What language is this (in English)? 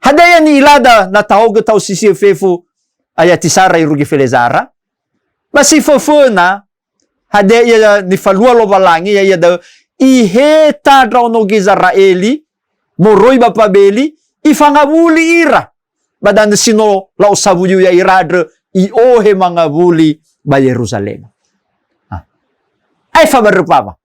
Nias